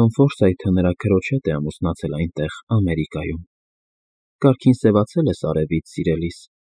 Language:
Armenian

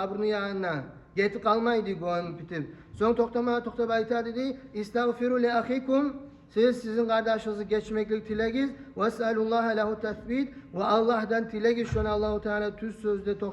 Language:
Kumyk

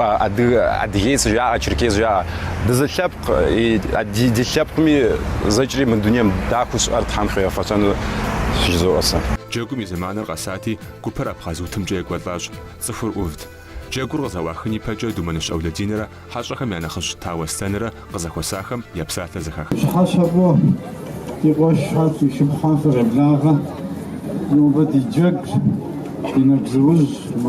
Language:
Kabardian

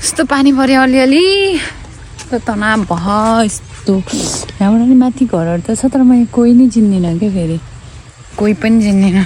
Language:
Nepali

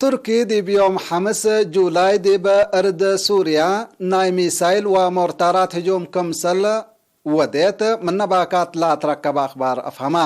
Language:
Tigre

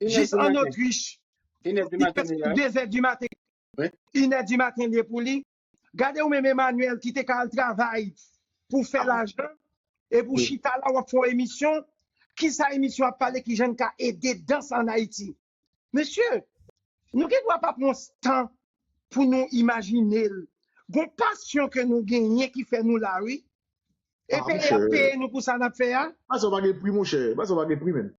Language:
Haitian Creole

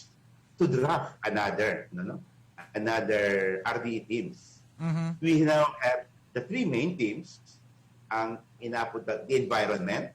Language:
Bikol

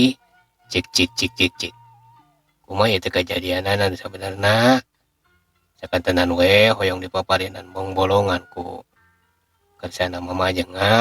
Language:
Sundanese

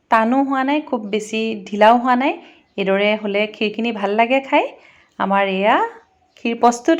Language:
Assamese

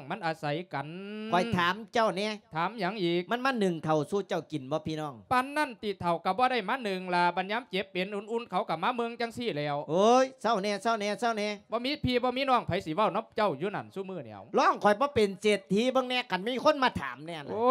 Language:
Lao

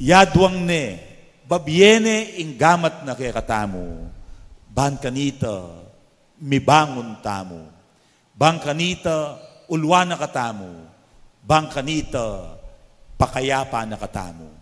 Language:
Pampanga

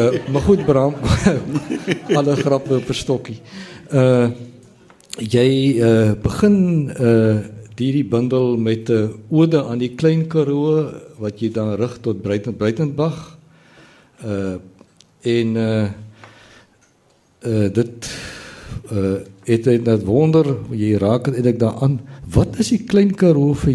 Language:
Afrikaans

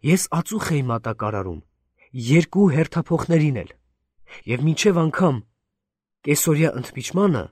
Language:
Armenian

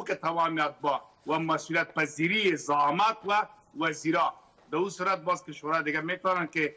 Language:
Persian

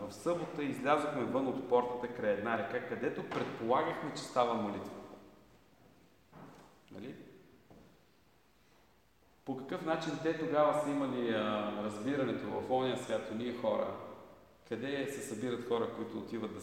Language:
Bulgarian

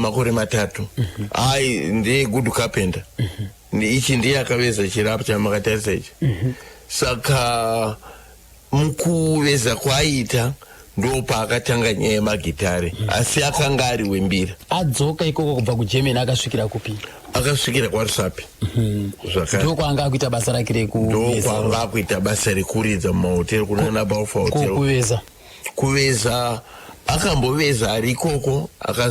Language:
Shona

